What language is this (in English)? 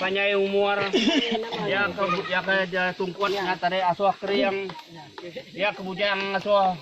Iban